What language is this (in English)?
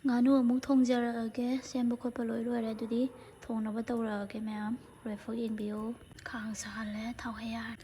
Manipuri